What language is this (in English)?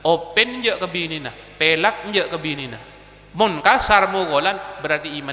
Madurese